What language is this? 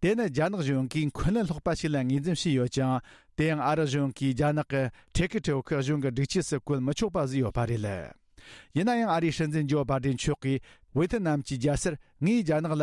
Tibetan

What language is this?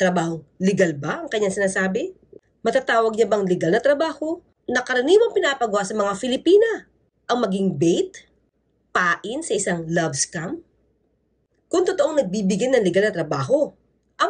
Filipino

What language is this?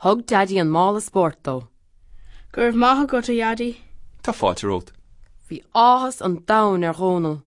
Irish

